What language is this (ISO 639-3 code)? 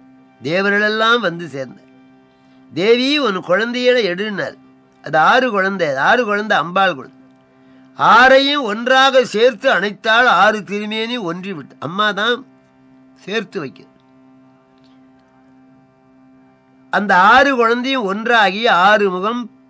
tam